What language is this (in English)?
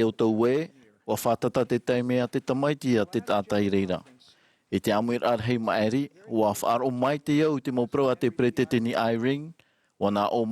Tahitian